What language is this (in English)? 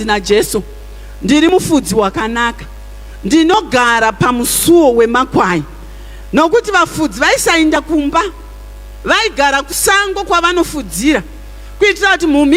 Shona